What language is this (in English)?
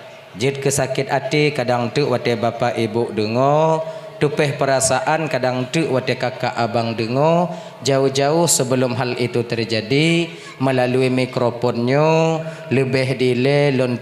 Achinese